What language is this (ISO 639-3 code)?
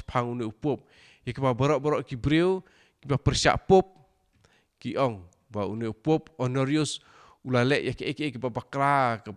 kha